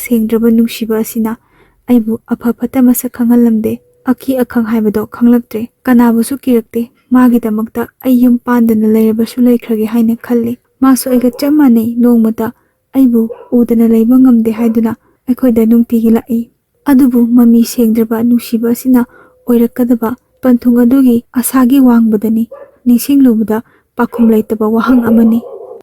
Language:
Manipuri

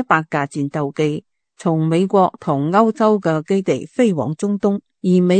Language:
Cantonese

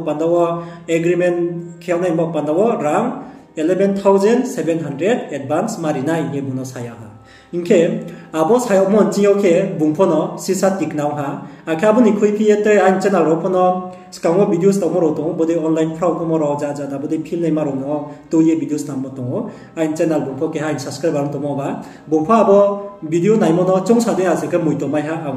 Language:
Riang (India)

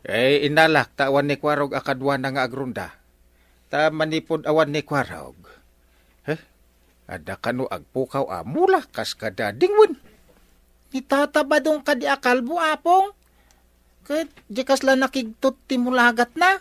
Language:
Iloko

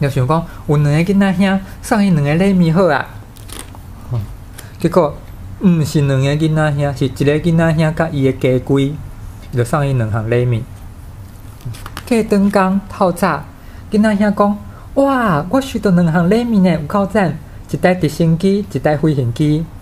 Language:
Min Nan Chinese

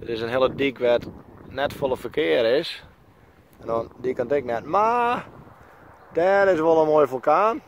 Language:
Western Frisian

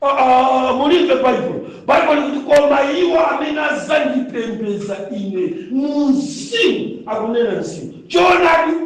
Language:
Nyanja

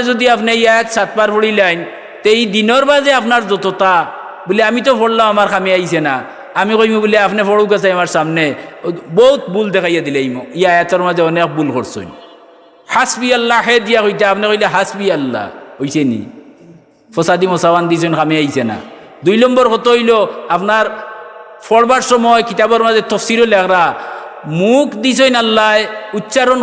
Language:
Sylheti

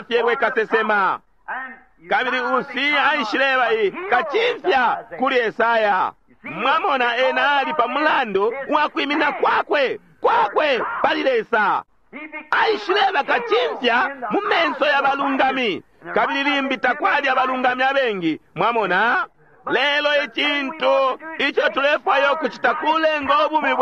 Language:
Bemba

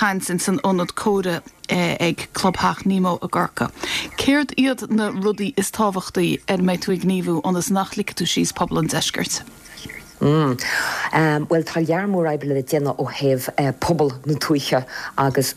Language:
Irish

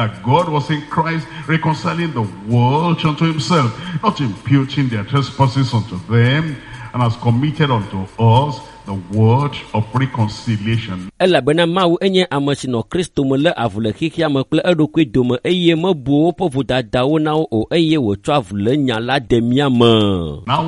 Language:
Ewe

